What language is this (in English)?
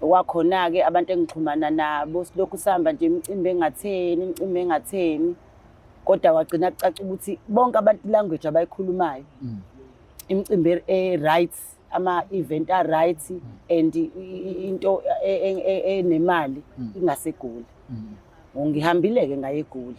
Zulu